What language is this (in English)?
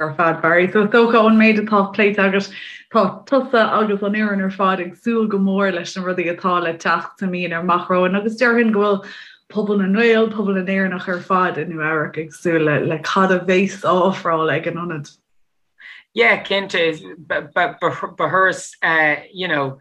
Irish